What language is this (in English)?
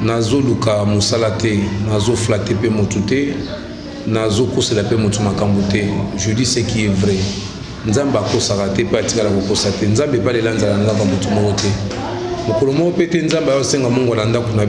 Lingala